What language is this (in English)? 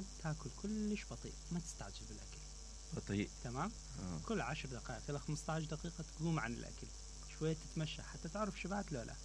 Mesopotamian Arabic